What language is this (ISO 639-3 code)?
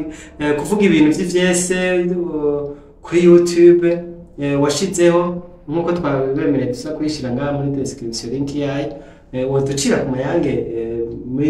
run